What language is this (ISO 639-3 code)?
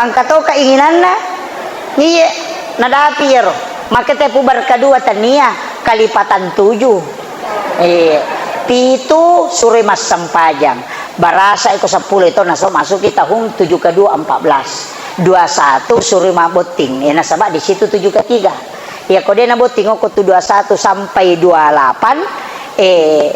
bug